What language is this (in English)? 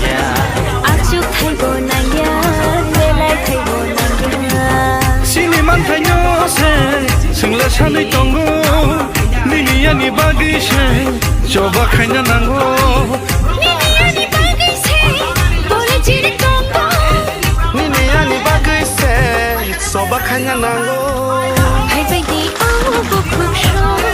Kok Borok